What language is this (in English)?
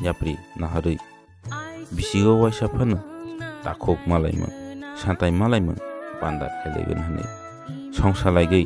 Kok Borok